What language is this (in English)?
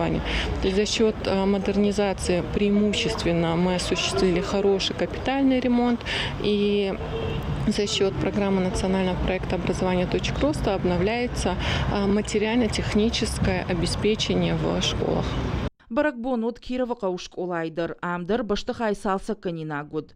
Ossetic